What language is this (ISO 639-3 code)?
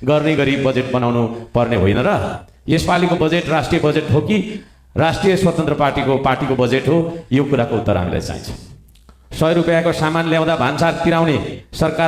nep